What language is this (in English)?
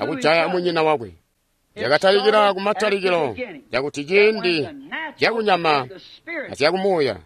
Tonga (Zambia)